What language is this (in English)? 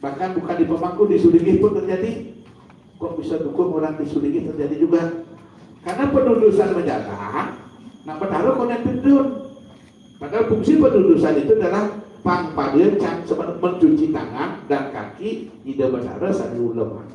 Balinese